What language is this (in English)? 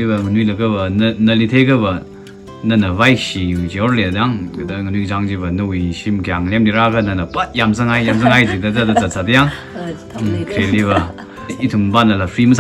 Tangkhul Naga (India)